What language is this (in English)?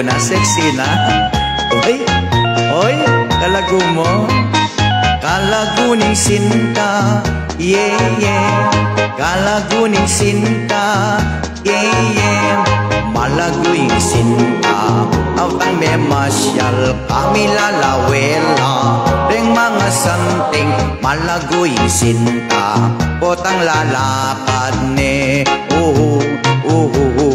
Pampanga